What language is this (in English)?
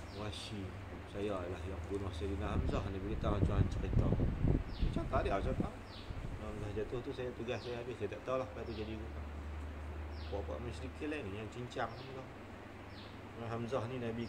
Malay